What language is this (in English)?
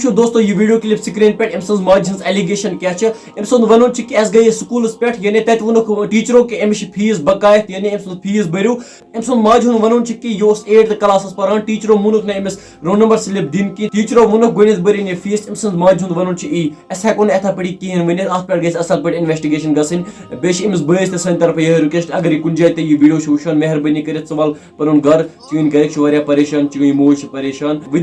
Kashmiri